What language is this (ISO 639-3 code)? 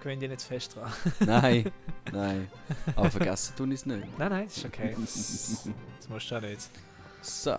gsw